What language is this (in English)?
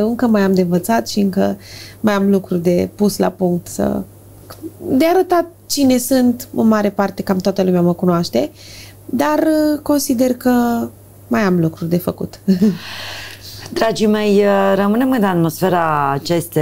Romanian